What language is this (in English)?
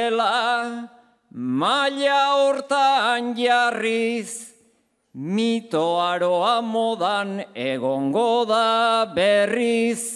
Basque